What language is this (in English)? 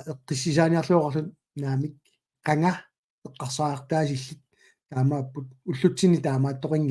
Kalaallisut